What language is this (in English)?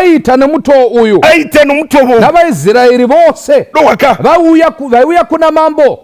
Shona